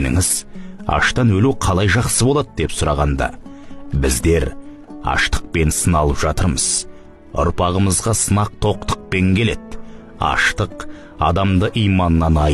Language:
Kazakh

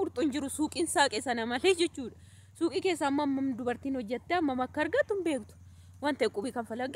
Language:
Oromo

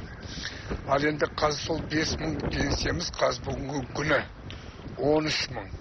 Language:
Kazakh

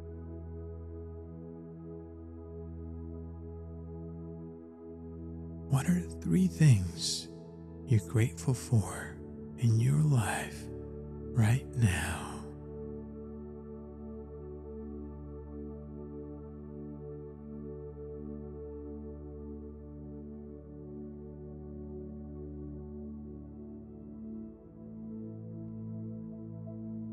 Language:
English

